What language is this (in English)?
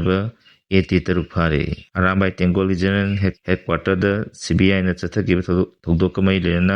Manipuri